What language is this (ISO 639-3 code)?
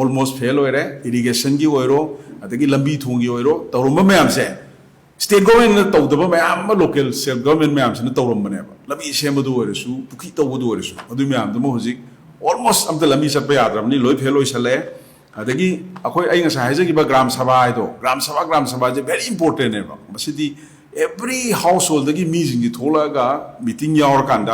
mni